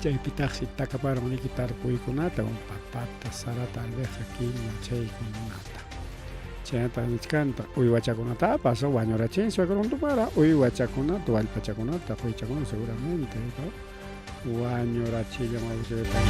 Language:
Ayacucho Quechua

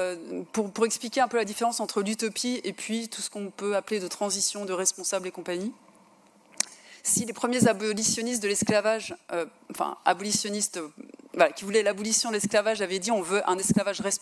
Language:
French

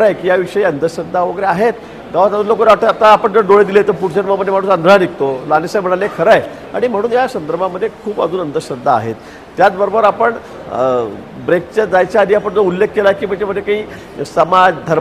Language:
Marathi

